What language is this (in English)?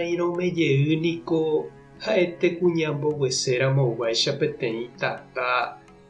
Guarani